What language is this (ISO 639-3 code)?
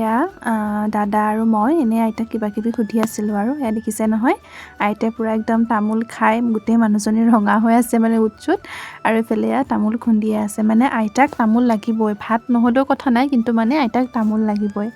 asm